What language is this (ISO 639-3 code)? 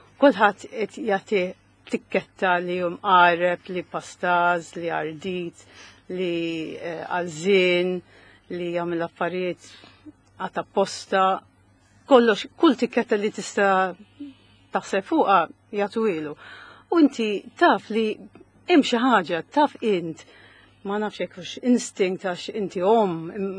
mlt